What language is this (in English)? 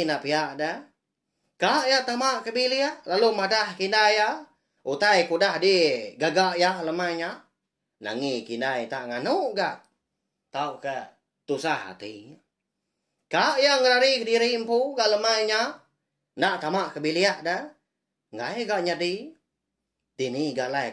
Iban